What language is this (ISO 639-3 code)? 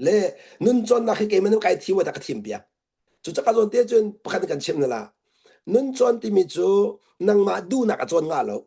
cnh